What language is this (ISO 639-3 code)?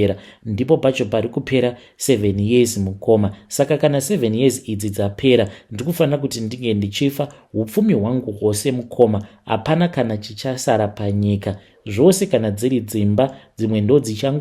sna